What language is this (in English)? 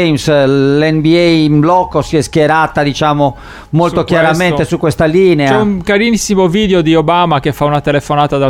Italian